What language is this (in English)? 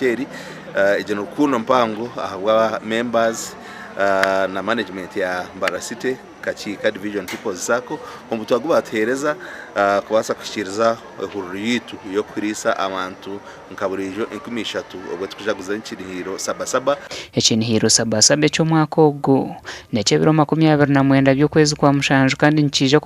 Nyankole